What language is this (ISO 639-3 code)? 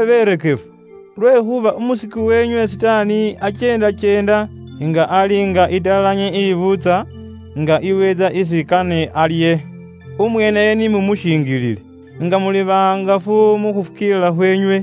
luy